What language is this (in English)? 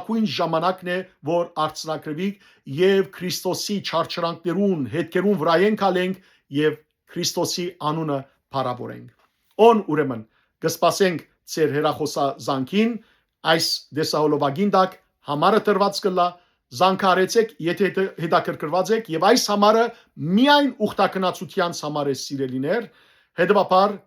Western Armenian